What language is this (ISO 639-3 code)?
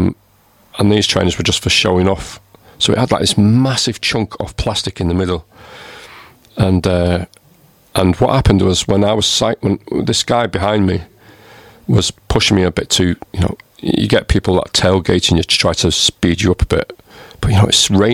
eng